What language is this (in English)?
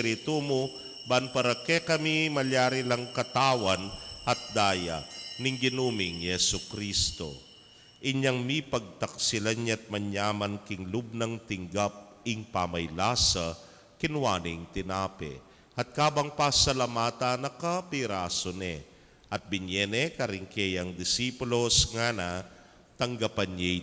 Pampanga